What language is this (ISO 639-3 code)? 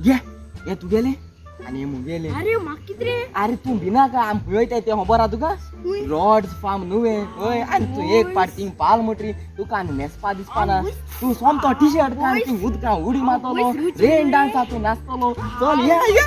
kok